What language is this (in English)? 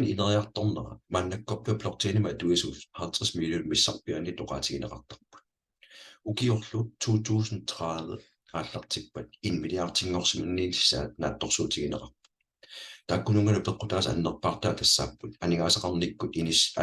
Kalaallisut